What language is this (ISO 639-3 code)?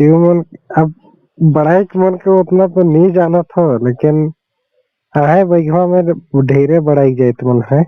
sck